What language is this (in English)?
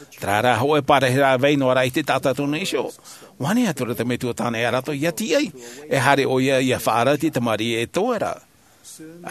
Tahitian